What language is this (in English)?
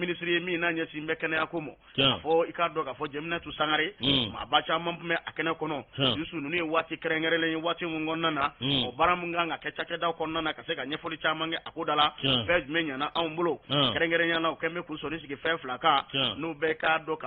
Bambara